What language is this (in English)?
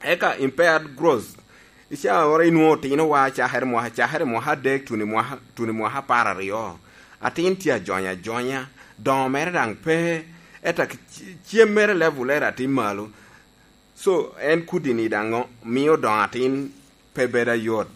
Lango (Uganda)